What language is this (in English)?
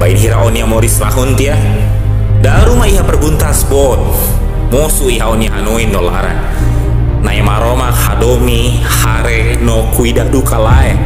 Tetum